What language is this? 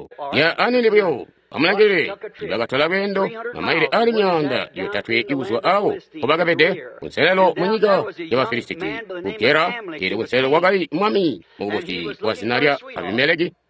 Tonga (Zambia)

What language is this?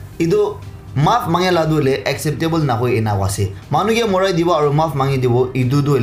Naga Pidgin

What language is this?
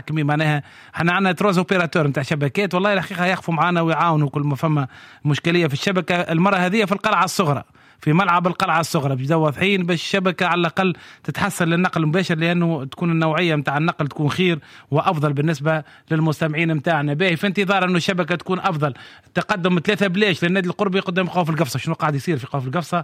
Tunisian Arabic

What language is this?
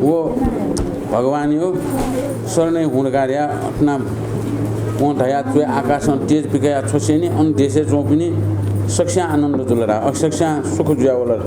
Newari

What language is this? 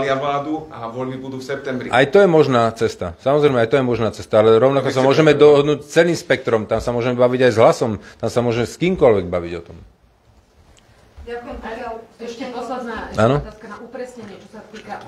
Slovak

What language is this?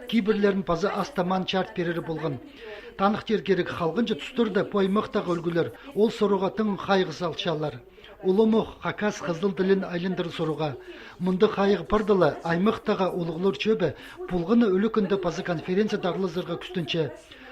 Khakas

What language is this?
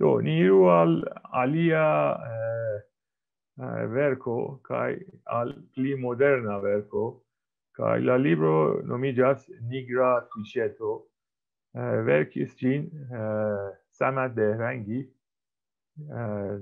Esperanto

